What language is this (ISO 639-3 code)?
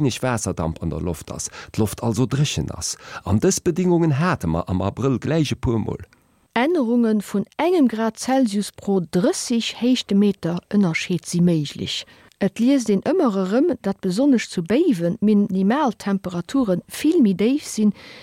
ltz